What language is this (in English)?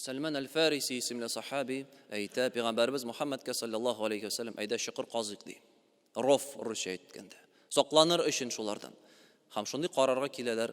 Tatar